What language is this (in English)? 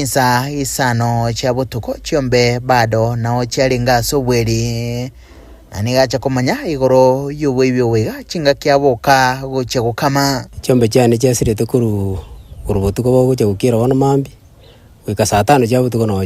Gusii